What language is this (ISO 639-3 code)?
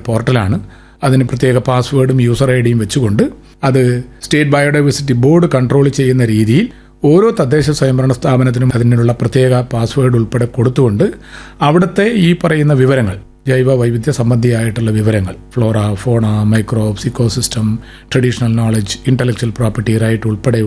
mal